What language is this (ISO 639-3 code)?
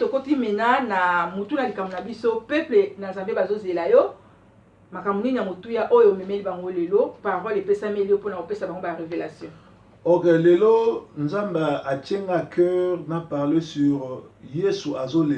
lin